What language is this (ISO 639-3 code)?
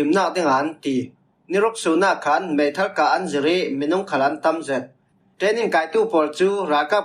cfm